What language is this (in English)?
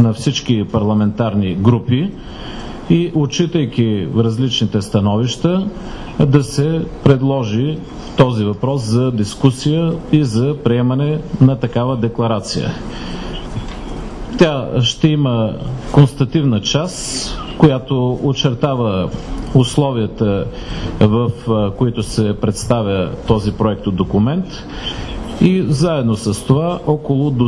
Bulgarian